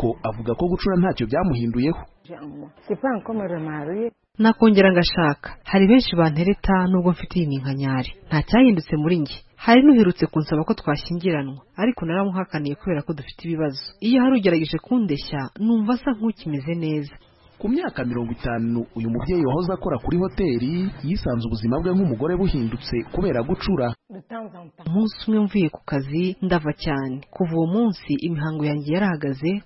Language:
Kinyarwanda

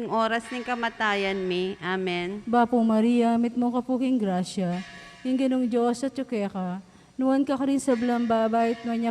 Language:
Pampanga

